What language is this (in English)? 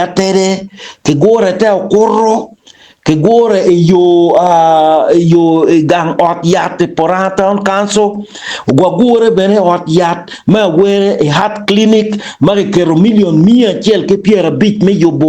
Acoli